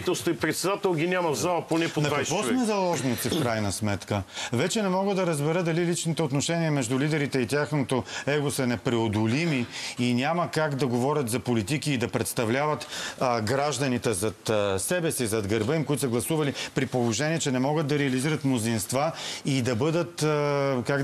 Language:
Bulgarian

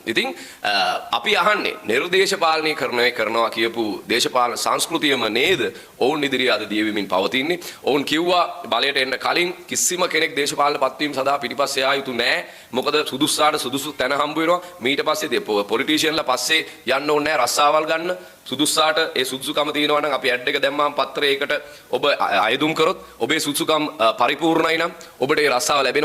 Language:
Sinhala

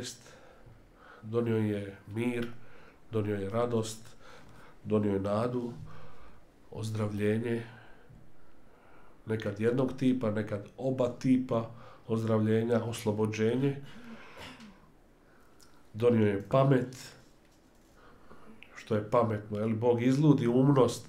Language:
Croatian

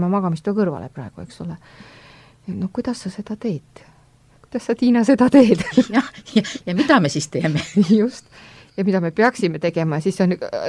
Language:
Estonian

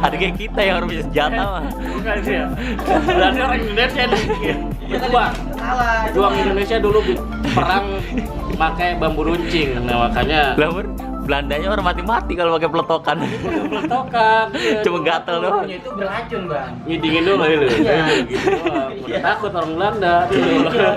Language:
Betawi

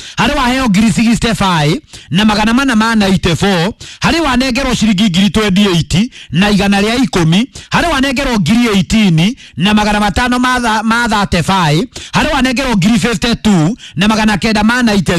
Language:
Kikuyu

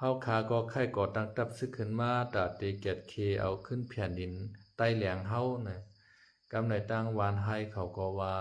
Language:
Shan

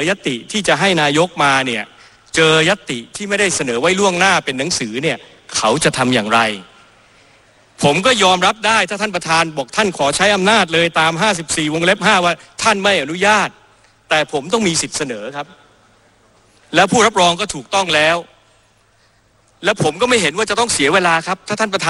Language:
Thai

